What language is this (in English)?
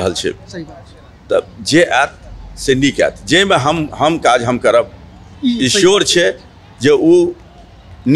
Maithili